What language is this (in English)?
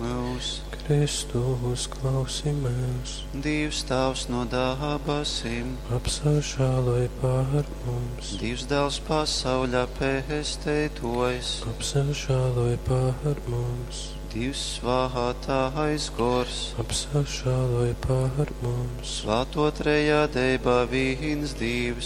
Latgalian